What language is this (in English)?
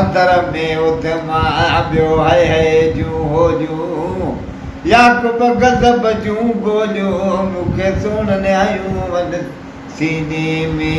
Sindhi